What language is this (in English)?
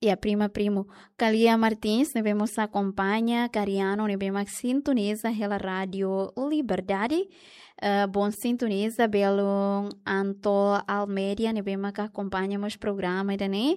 Tetum